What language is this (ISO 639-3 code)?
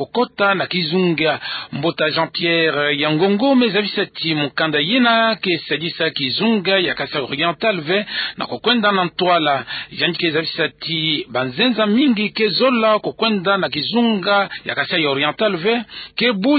ktu